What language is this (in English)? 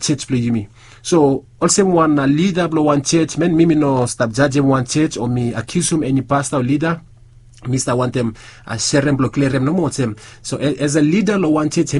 Bislama